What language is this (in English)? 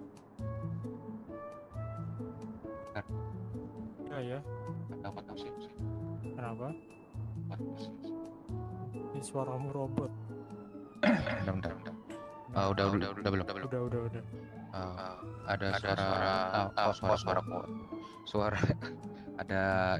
Indonesian